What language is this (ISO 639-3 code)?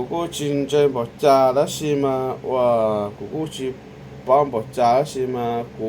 hmn